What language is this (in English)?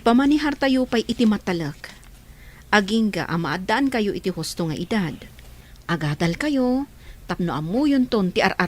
Iloko